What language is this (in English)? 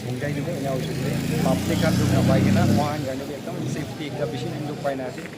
Naga Pidgin